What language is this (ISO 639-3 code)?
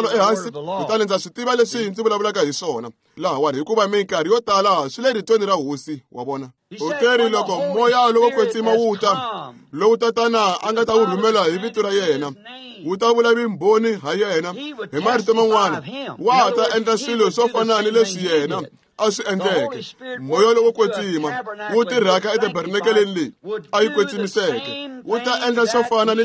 tso